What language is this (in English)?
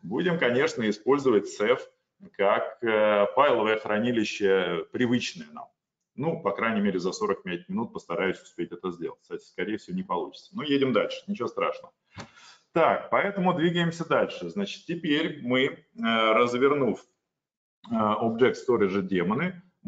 Russian